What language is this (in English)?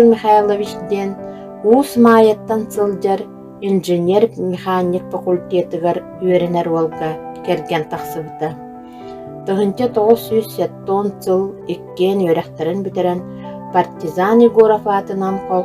Yakut